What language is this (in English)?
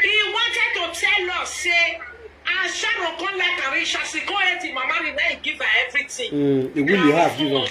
Nigerian Pidgin